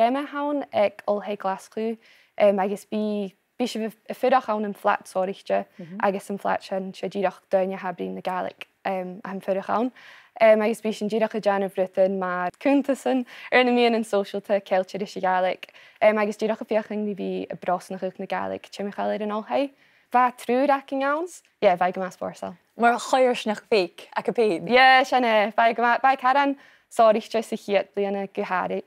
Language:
Scottish Gaelic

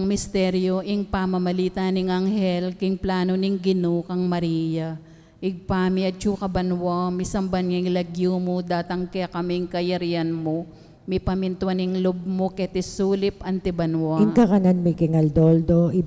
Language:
Pampanga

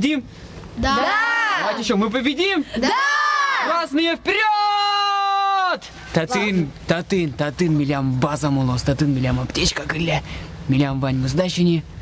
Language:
Udmurt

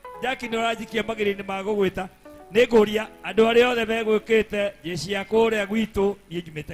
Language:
Kikuyu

